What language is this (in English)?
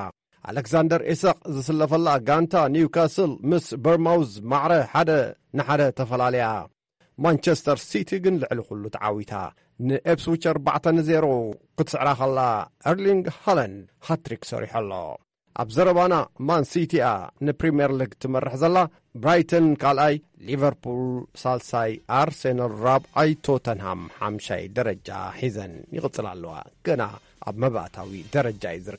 Tigrinya